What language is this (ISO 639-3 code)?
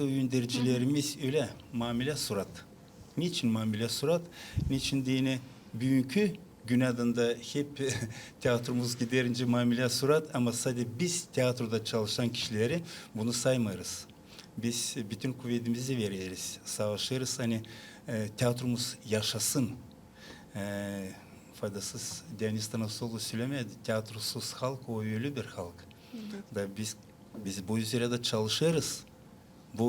gag